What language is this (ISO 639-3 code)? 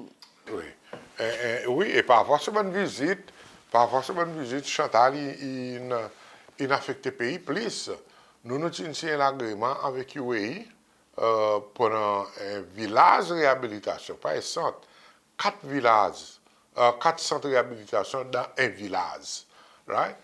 crs